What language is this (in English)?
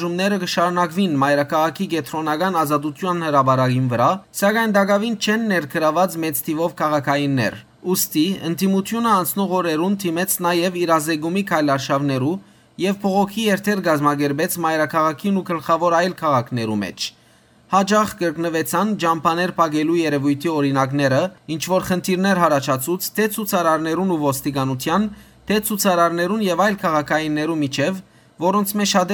Western Armenian